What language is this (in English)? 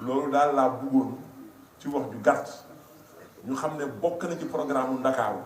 Wolof